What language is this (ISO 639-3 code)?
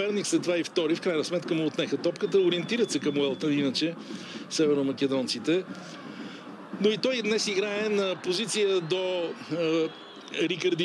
bul